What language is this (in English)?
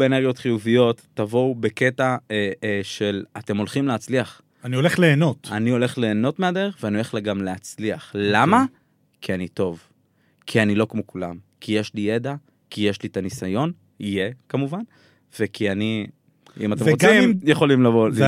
Hebrew